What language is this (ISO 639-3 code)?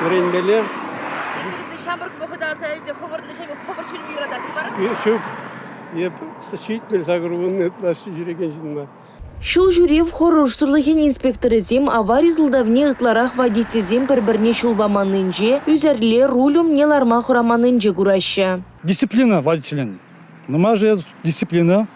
chv